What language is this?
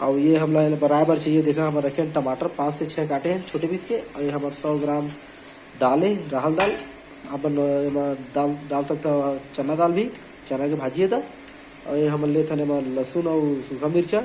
Chhattisgarhi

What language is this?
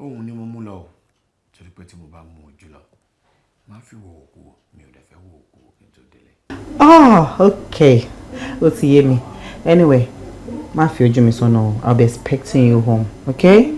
Yoruba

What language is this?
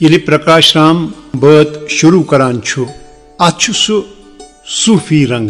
Kashmiri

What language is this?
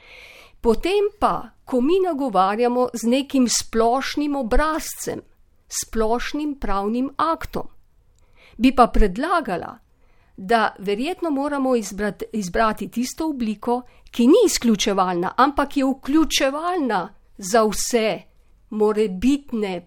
Slovenian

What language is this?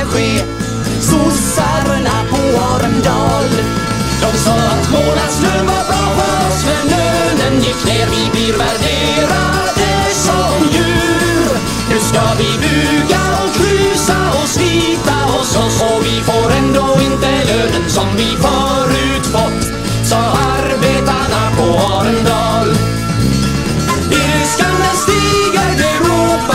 Swedish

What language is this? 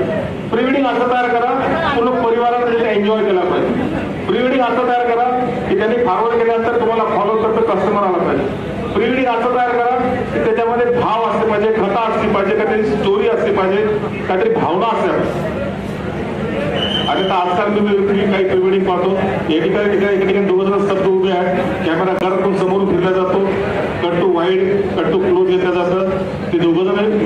Marathi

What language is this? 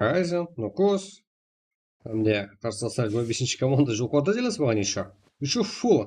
Kara-Kalpak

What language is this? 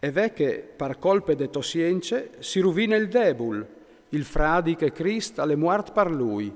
Friulian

